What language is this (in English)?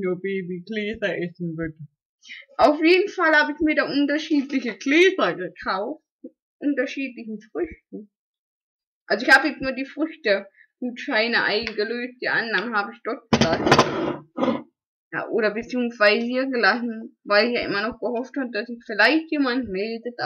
German